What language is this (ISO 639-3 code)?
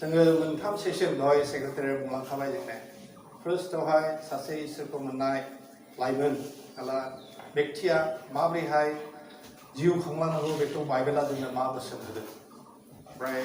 brx